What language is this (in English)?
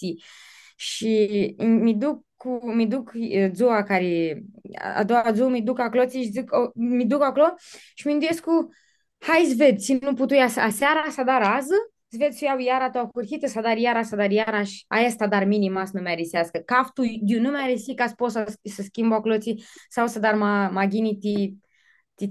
Aromanian